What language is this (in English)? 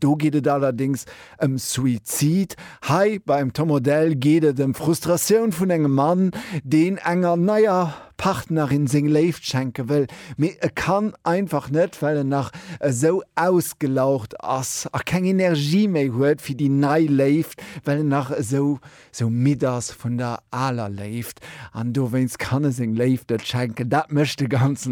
Luxembourgish